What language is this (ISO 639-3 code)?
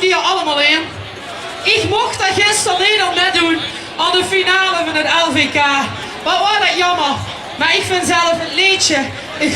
lim